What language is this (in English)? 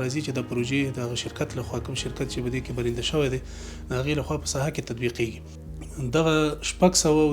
Pashto